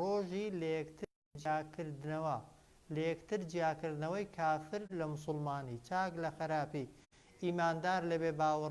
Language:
Central Kurdish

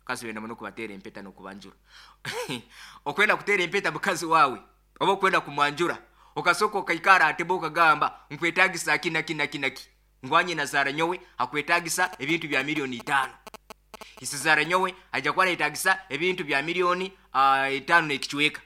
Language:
Nyoro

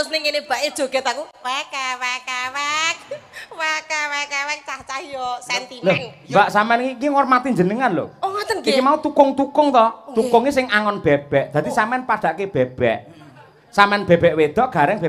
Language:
Javanese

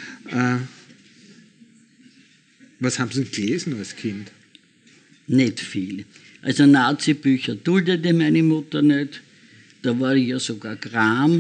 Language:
German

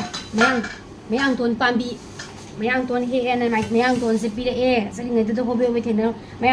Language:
Manipuri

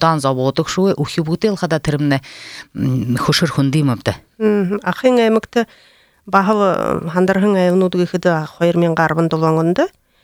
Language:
Buriat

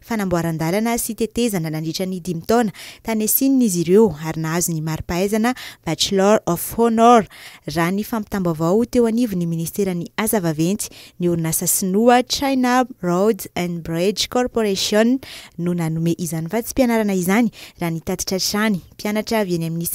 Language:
Malagasy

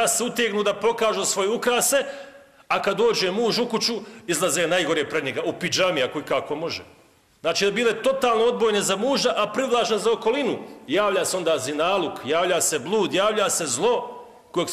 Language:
Bosnian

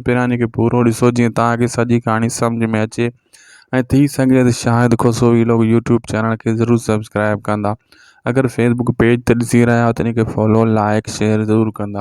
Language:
Sindhi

